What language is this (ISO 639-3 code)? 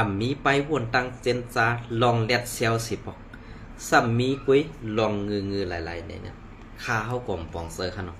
shn